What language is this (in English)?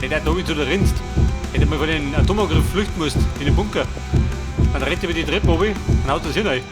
Bavarian